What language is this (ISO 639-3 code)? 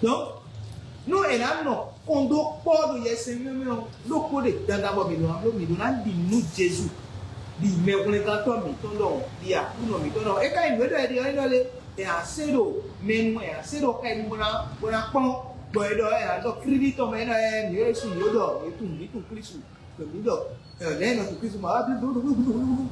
fon